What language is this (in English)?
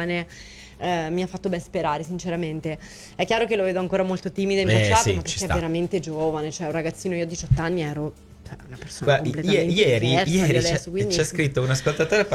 Italian